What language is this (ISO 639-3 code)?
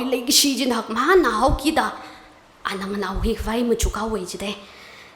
nmf